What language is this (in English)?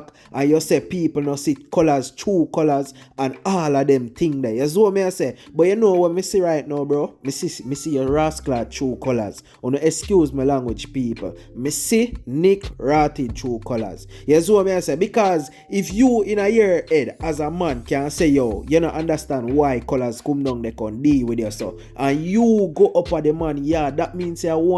Jamaican Creole English